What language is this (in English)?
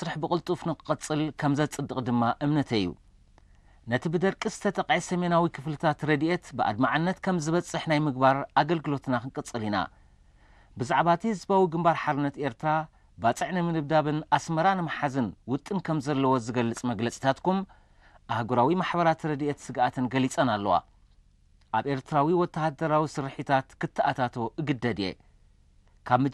Tigrinya